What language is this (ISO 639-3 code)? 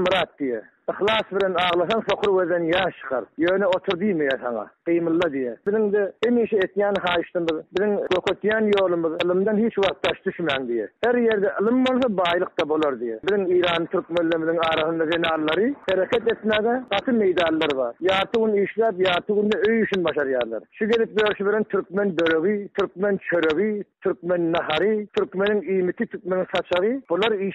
tuk